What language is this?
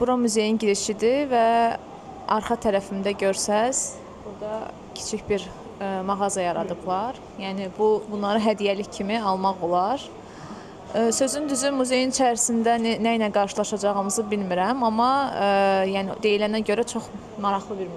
Azerbaijani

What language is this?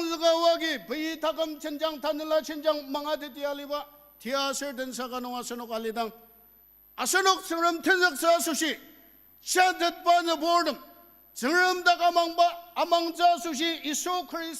Ao Naga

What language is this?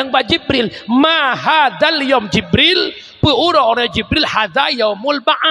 Achinese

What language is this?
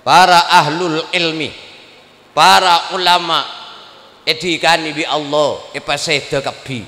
Madurese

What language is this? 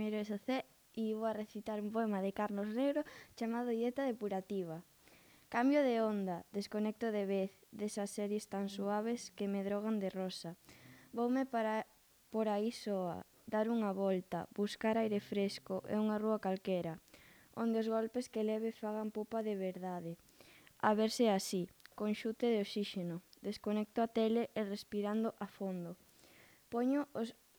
Galician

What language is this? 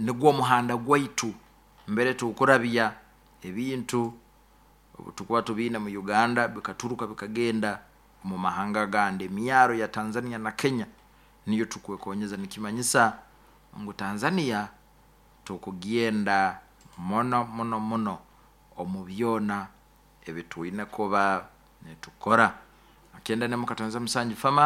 Nyoro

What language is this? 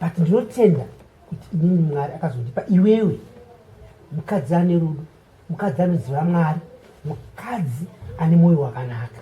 Shona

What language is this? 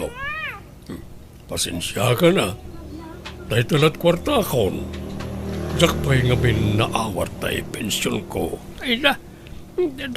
Iloko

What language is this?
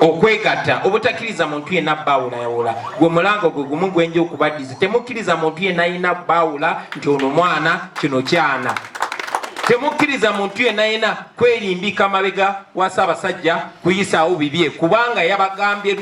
Ganda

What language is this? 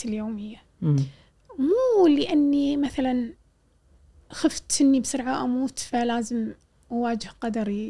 Gulf Arabic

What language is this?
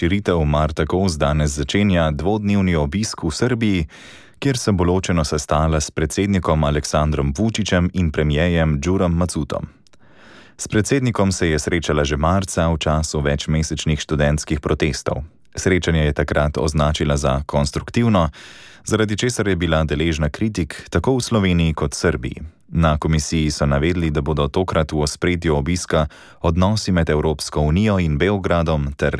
Slovenian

